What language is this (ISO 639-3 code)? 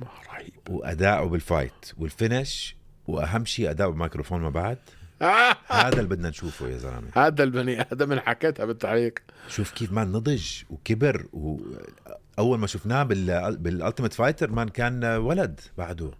apc